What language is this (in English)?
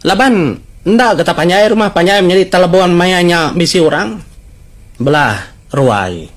Iban